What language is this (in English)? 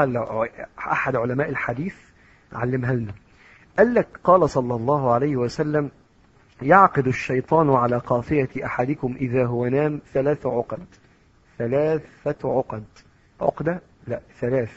Egyptian Arabic